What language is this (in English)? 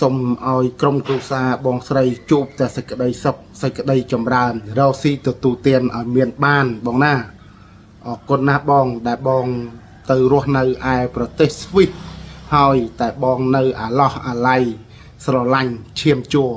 Khmer